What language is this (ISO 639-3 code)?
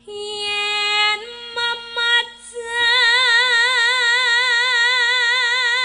jav